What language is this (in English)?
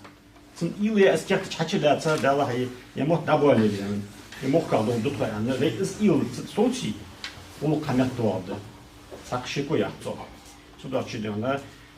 Ingush